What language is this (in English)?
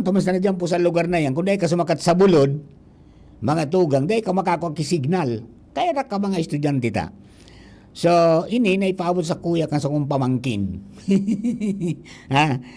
Bikol